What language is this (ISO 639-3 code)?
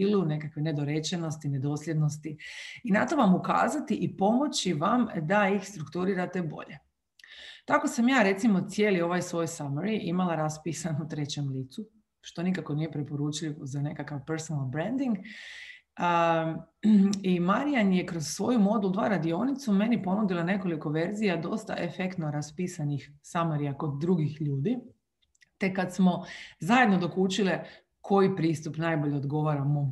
hrv